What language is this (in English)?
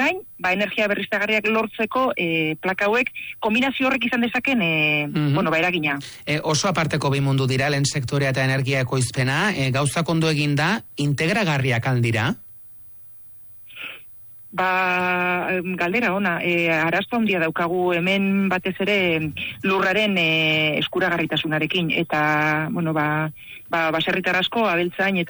Basque